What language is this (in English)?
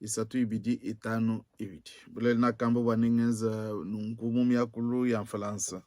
Luba-Lulua